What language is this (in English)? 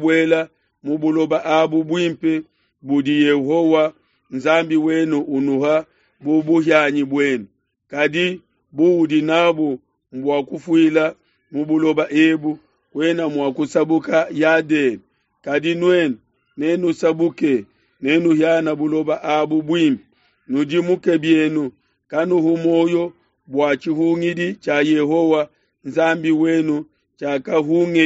Luba-Lulua